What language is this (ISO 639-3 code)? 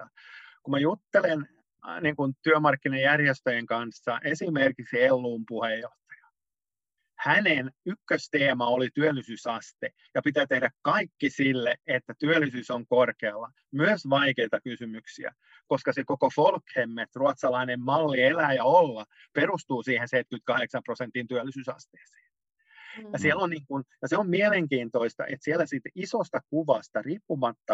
fin